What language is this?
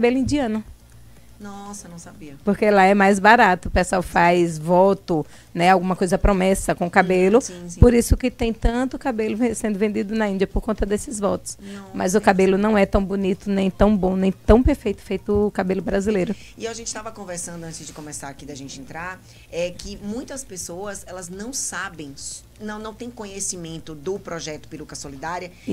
Portuguese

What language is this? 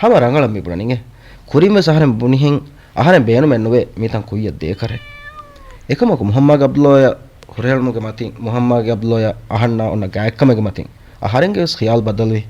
Divehi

